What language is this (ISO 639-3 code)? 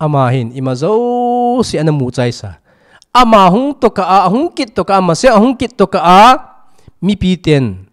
tcz